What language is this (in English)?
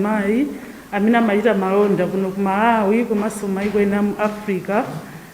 Nyanja